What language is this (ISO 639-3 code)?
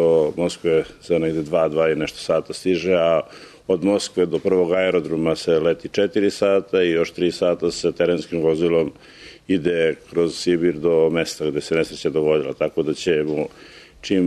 srp